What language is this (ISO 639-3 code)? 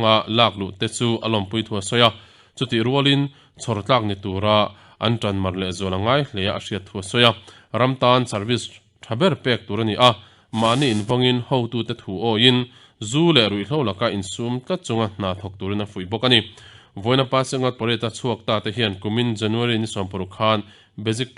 lus